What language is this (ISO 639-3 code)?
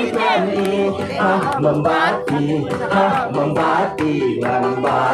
kha